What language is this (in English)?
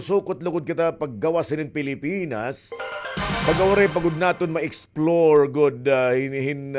Waray